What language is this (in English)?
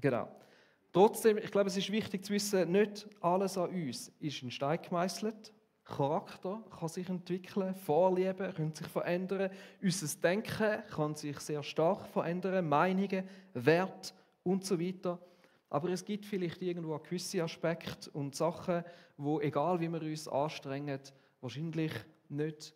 Swiss German